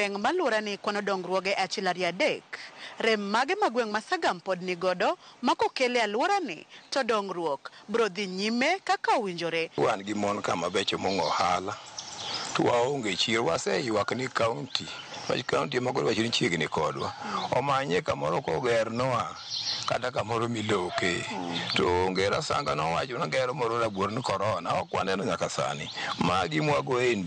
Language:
Luo (Kenya and Tanzania)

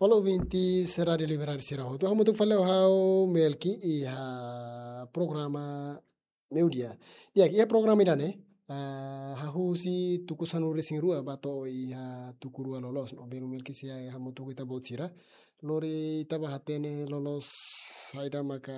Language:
Tetum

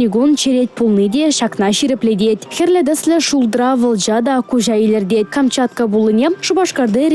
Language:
Chuvash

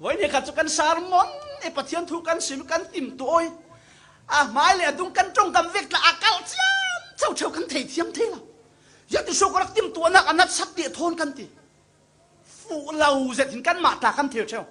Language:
Falam Chin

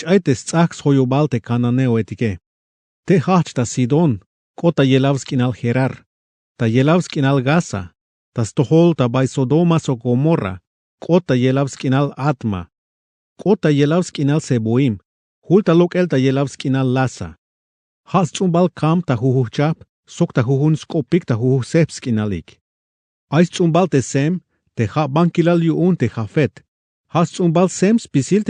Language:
Tzeltal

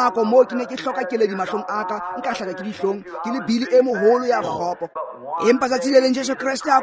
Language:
Tswana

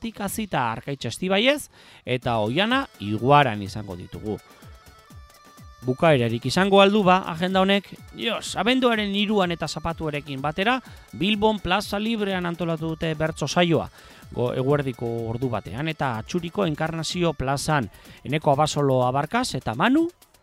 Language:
Basque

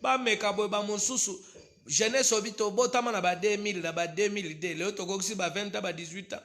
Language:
Lingala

